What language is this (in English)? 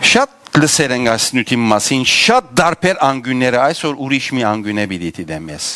Western Armenian